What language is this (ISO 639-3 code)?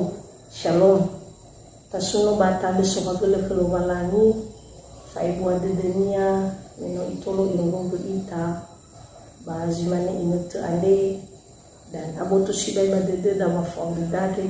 nia